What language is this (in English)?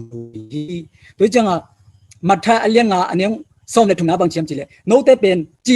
Tedim Chin